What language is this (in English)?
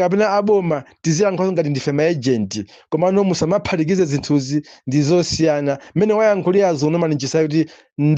Nyanja